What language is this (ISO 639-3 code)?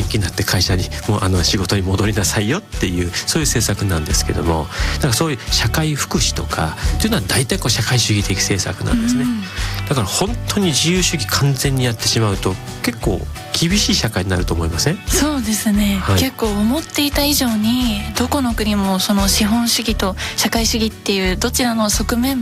jpn